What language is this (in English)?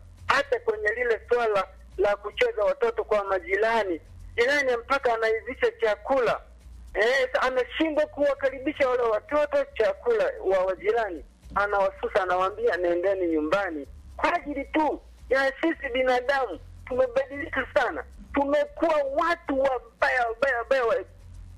Swahili